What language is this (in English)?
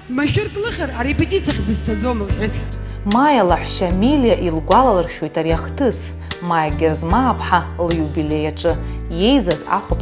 Abkhazian